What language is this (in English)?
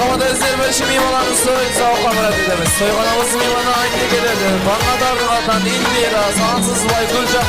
Kara-Kalpak